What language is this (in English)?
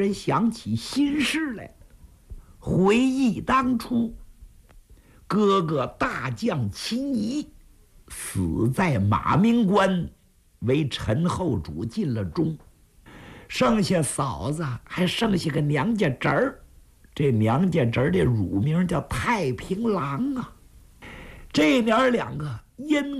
Chinese